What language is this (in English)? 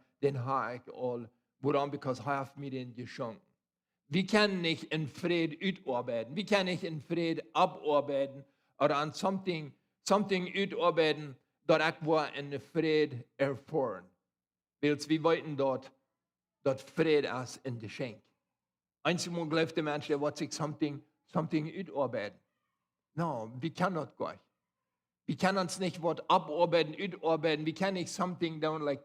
Plautdietsch